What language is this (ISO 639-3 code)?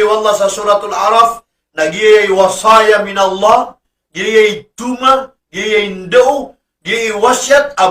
mrw